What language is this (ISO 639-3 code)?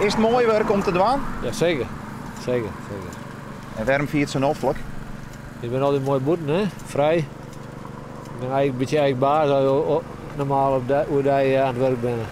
fry